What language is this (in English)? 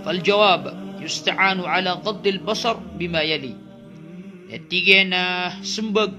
Maranao